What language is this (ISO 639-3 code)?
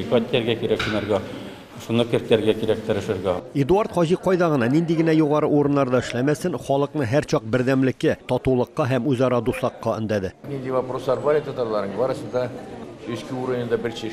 tat